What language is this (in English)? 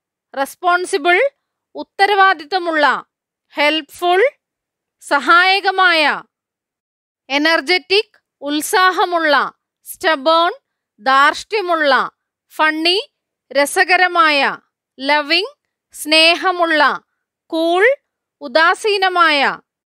Malayalam